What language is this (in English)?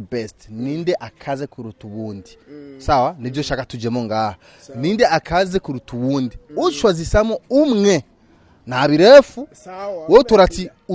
Rundi